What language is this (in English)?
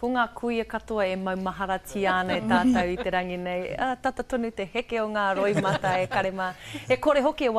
Māori